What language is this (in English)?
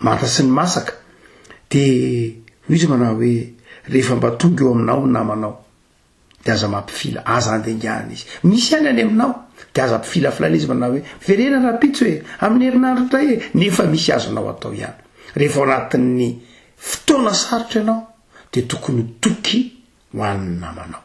Malagasy